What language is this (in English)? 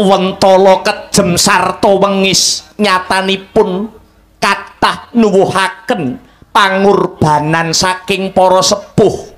Javanese